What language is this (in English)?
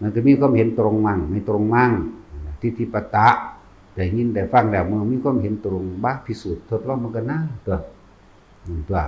Northeastern Thai